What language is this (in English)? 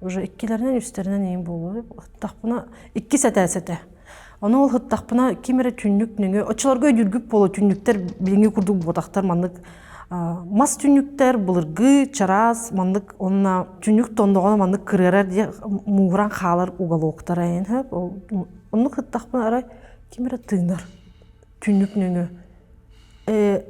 Yakut